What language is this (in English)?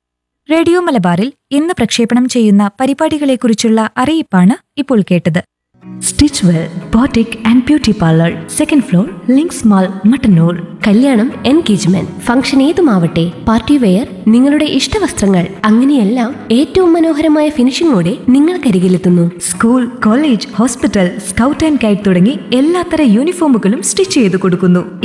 Malayalam